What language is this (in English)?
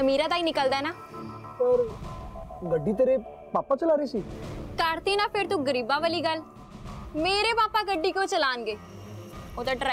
Punjabi